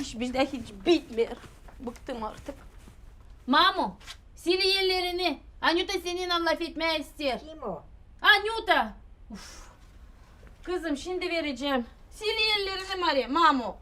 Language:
Gagauz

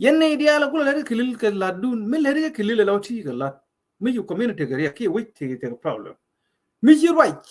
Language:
Nuer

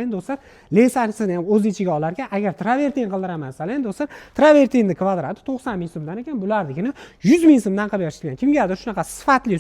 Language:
Uzbek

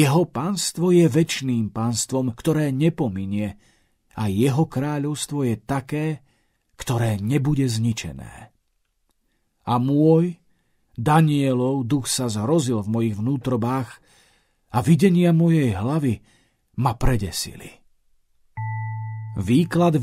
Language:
Slovak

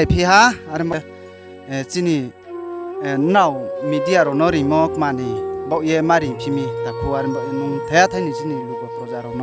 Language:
Riang (India)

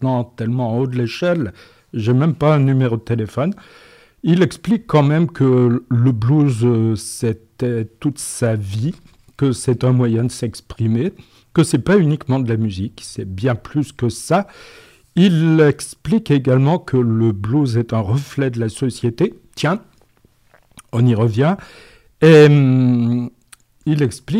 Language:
French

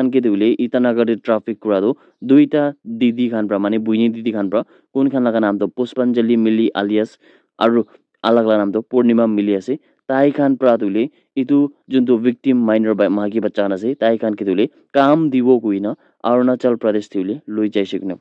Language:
Naga Pidgin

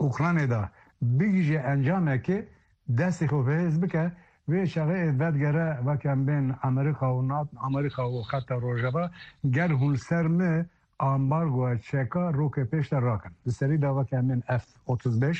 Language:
Kurdish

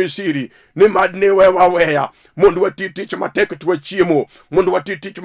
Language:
Luo (Kenya and Tanzania)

